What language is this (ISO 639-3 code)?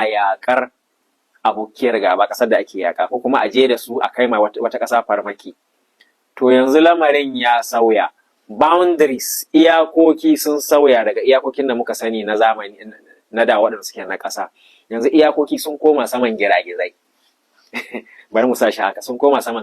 hau